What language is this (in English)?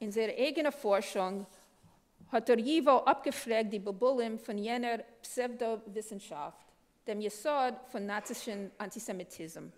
Yiddish